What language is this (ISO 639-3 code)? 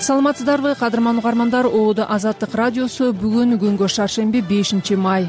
kir